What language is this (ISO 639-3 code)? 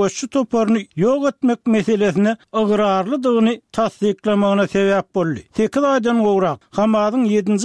tuk